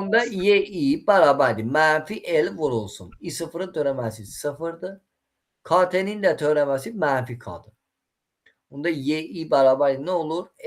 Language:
Azerbaijani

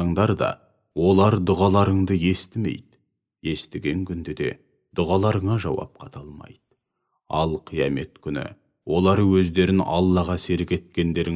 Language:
Kazakh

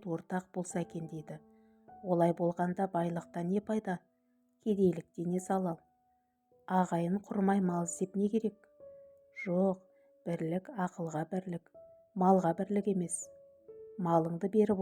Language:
Kazakh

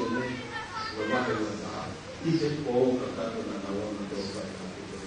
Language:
Tongan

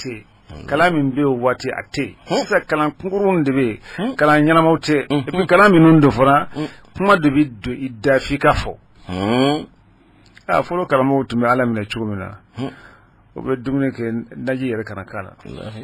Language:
Bambara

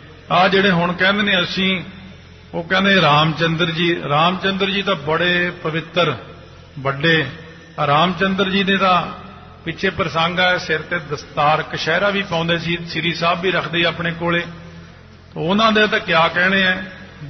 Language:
Punjabi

